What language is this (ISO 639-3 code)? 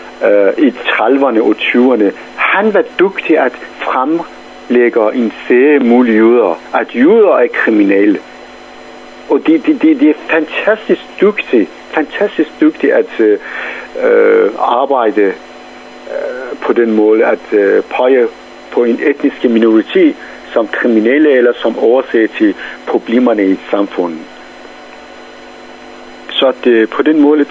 dan